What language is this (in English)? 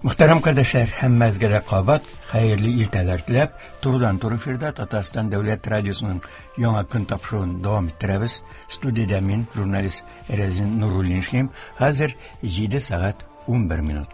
Tatar